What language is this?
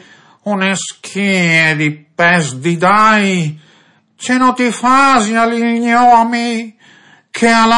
Friulian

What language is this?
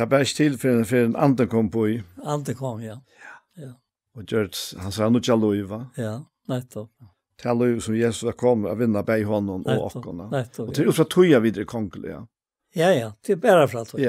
Faroese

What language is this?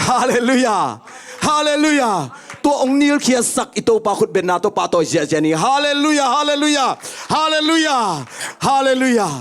Tedim Chin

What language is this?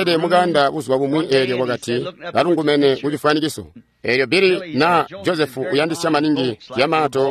Tonga (Zambia)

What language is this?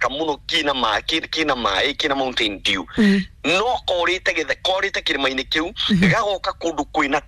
Kikuyu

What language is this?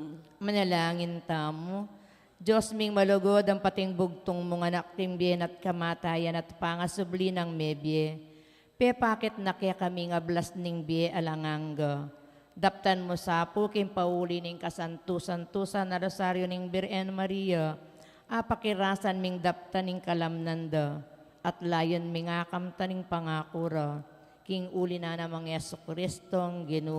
Pampanga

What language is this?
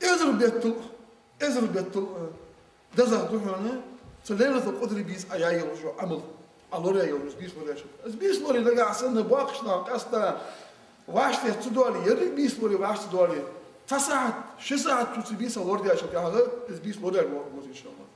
Ingush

